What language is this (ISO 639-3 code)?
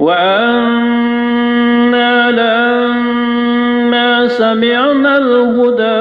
mrw